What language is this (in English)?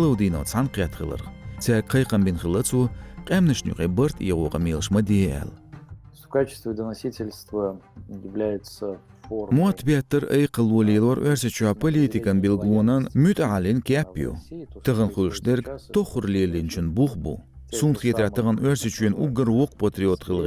Chechen